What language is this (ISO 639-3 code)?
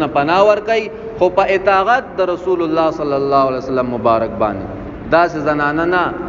pus